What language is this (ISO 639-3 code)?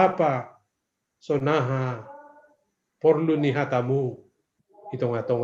bts